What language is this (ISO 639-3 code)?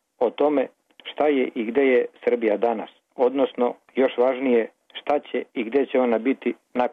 srp